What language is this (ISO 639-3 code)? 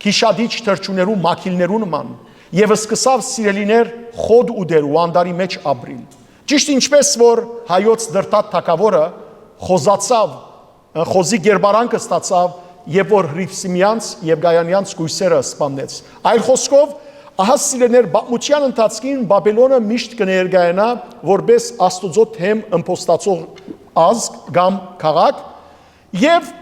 hyw